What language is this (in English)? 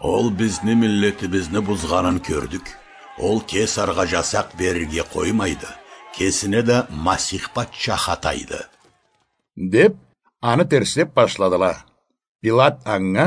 Karachay-Balkar